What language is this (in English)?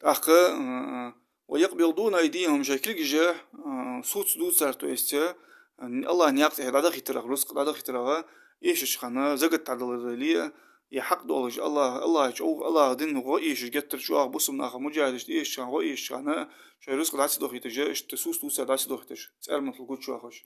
Ingush